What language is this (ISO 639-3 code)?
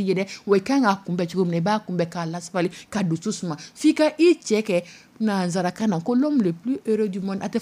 dyu